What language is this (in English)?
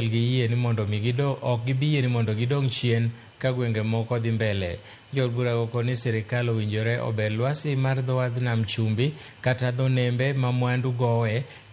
Luo (Kenya and Tanzania)